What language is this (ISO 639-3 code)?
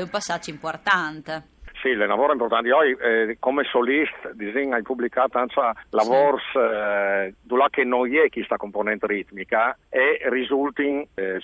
fur